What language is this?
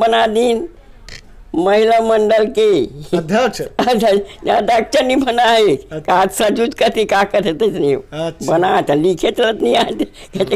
Chhattisgarhi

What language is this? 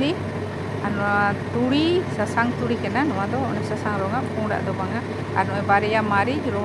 Santali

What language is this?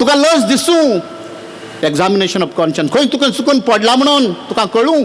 Konkani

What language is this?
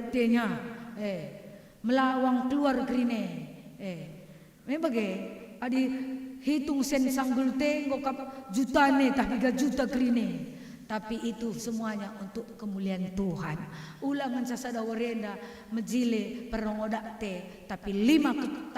Batak Karo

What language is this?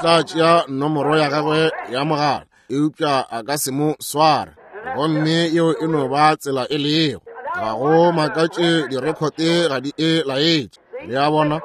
Northern Sotho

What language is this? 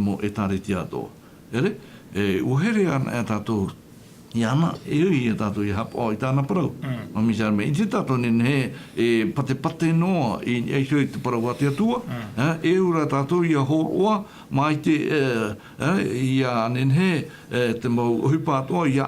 Tahitian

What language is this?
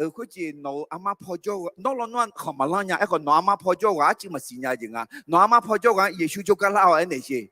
Akha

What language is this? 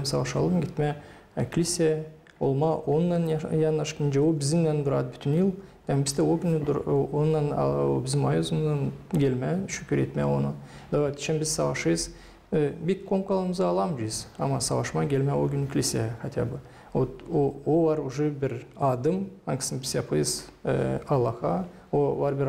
Gagauz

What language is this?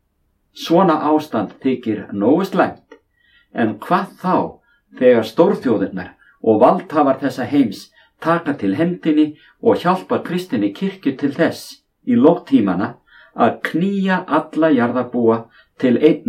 Icelandic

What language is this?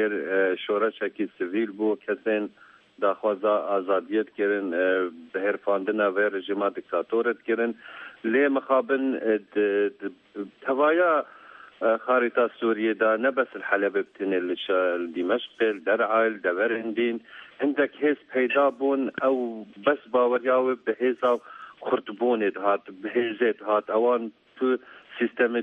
Kurdish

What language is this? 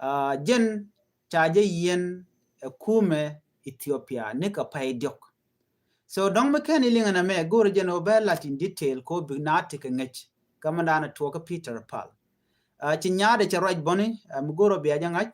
Nuer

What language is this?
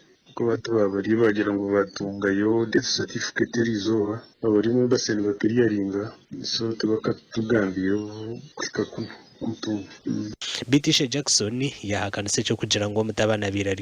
Nyankole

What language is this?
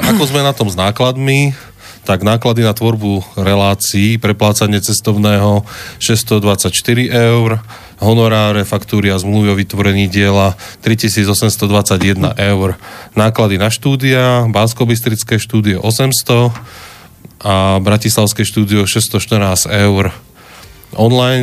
Slovak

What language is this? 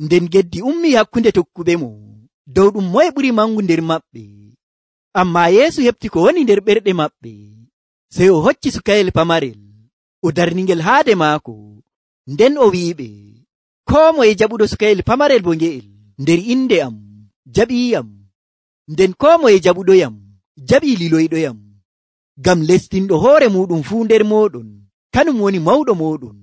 Nigerian Fulfulde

